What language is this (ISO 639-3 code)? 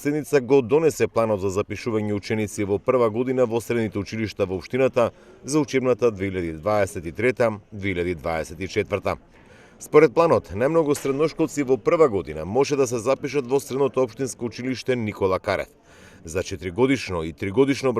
mkd